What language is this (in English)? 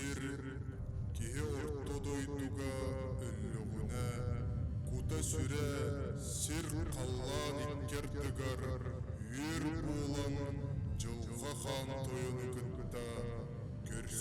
Yakut